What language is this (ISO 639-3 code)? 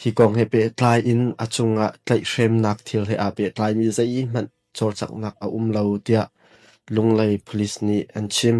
cnh